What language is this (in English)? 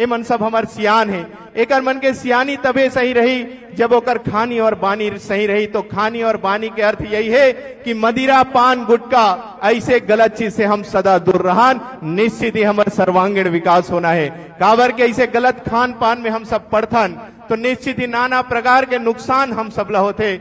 Chhattisgarhi